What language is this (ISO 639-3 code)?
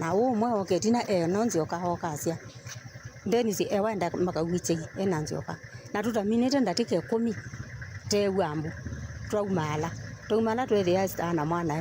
kam